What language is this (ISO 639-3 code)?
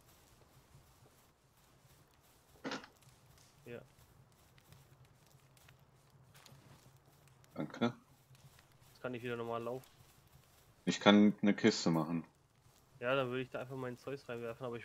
deu